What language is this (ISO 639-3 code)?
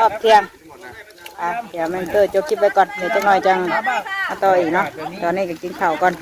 tts